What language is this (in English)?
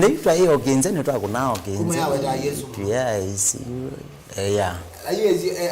Kamba